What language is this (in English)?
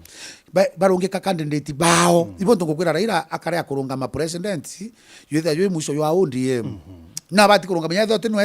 Meru